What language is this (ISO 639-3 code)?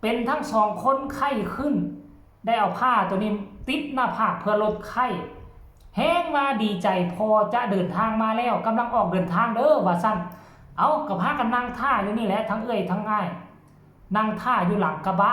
tts